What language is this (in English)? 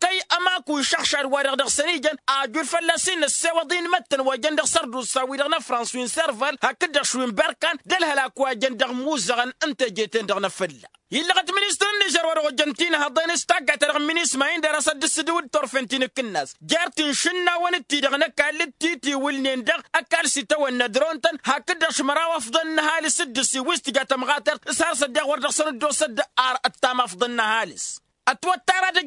Tamasheq